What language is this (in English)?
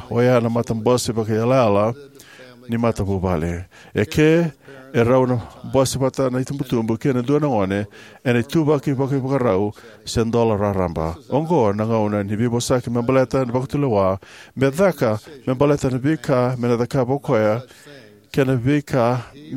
Fijian